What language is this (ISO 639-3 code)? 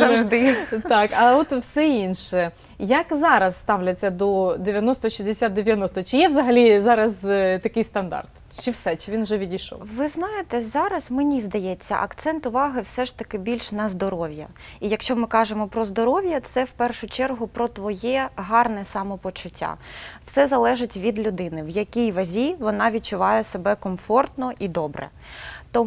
ukr